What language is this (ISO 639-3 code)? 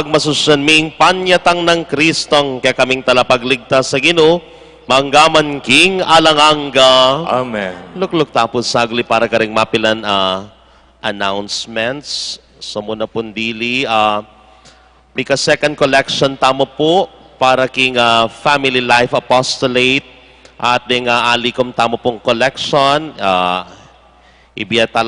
pam